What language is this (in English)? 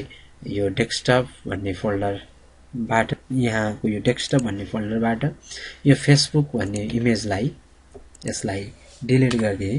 Nepali